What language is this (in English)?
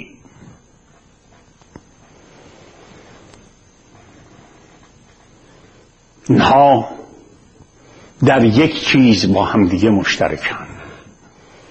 Persian